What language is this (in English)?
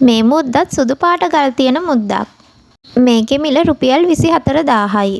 Sinhala